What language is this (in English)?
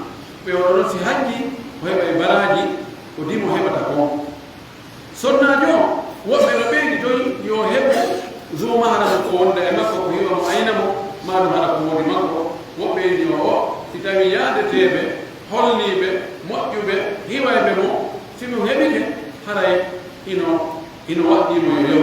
Pular